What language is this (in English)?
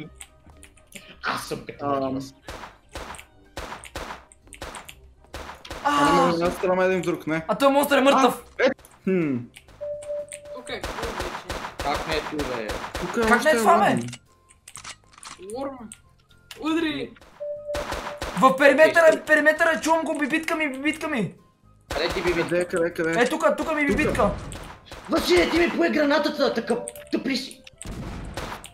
Bulgarian